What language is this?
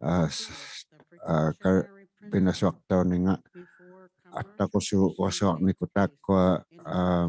Inuktitut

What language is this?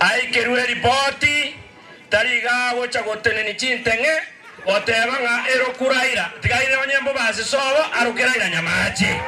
Gusii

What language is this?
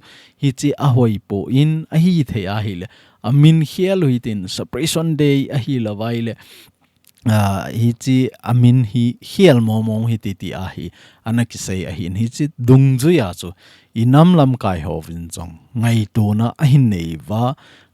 Thado Chin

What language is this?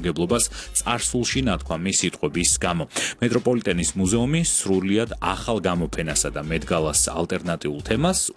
Georgian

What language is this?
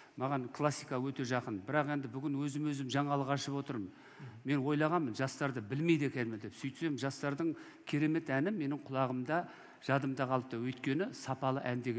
Kazakh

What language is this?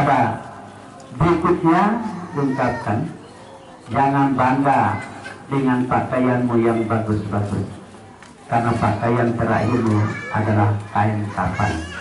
Indonesian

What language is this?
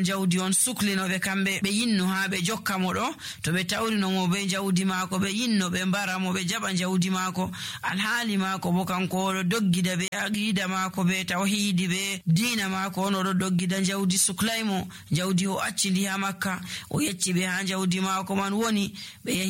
Nigerian Fulfulde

